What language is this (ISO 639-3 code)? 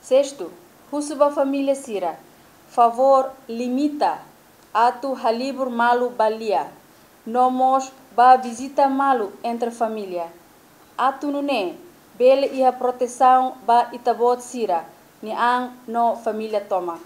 tet